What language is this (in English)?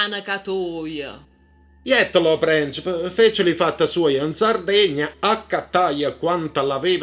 Neapolitan